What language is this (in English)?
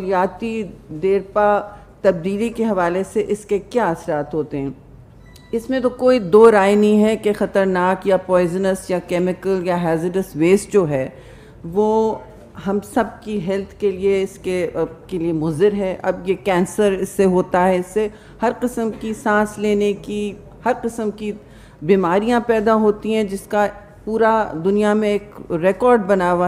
Urdu